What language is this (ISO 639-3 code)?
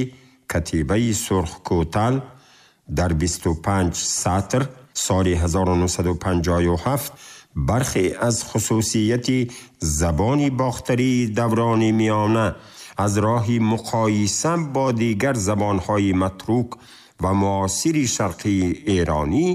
tgk